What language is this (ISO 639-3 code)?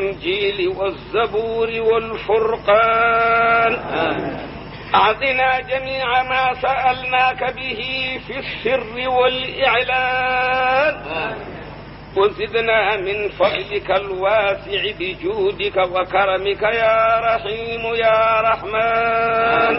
ful